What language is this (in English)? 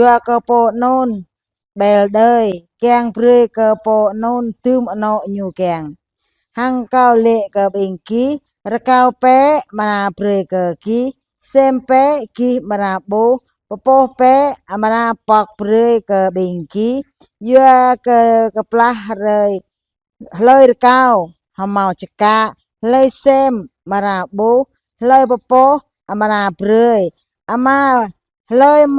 Jarai